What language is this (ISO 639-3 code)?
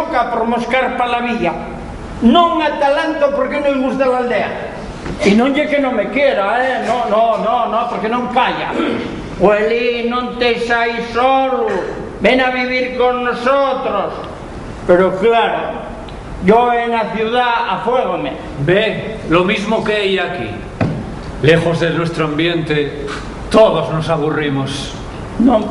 ast